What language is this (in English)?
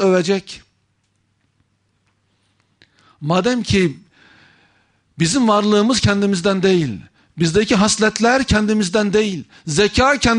Turkish